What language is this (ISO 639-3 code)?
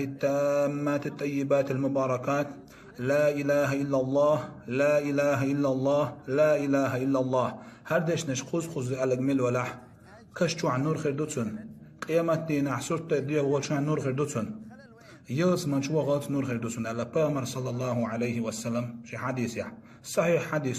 che